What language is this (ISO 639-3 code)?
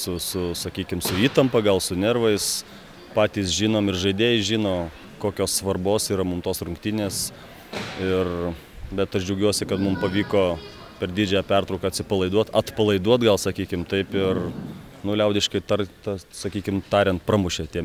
lit